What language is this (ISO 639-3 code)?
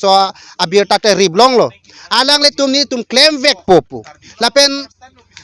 mjw